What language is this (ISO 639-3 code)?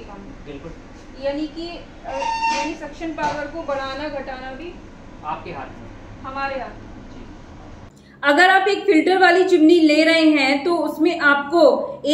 hin